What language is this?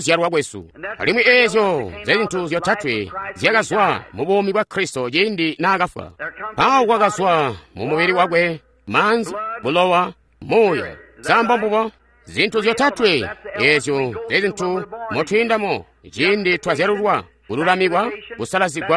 Tonga (Zambia)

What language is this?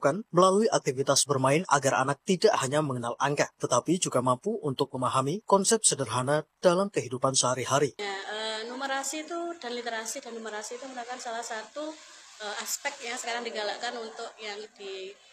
Indonesian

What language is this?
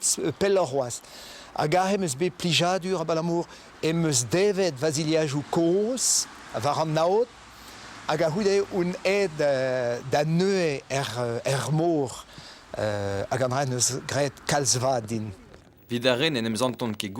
Breton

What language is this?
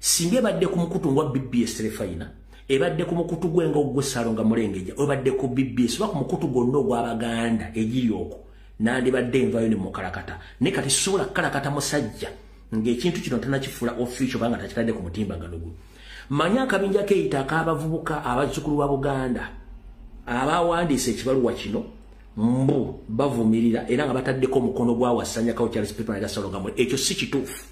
Ganda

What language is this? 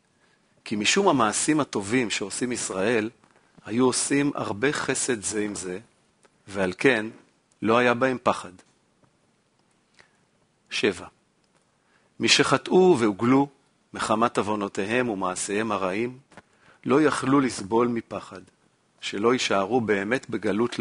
Hebrew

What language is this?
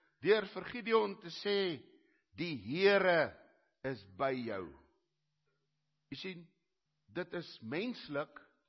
Afrikaans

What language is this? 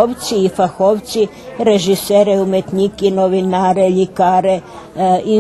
Rusyn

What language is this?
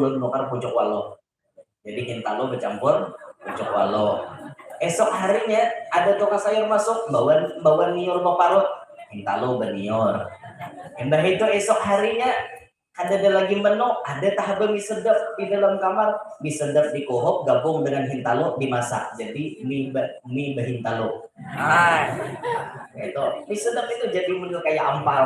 Banjar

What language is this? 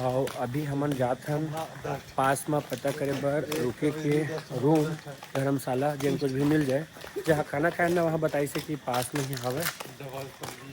Chhattisgarhi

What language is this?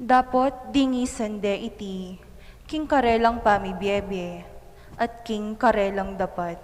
Pampanga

